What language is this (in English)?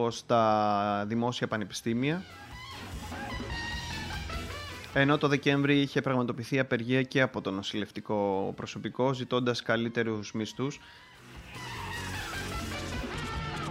Greek